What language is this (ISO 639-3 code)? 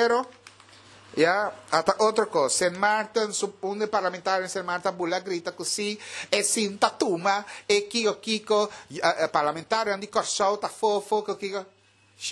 pap